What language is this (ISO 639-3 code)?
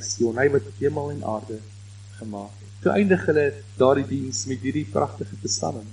afr